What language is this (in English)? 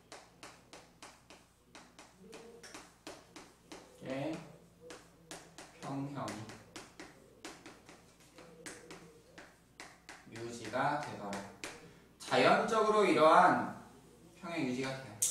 Korean